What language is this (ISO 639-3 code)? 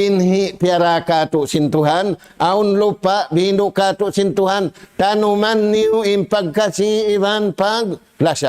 tsg